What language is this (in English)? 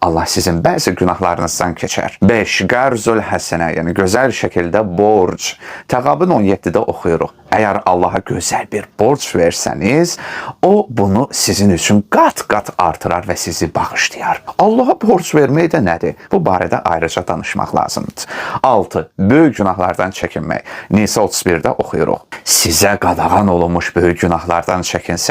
Azerbaijani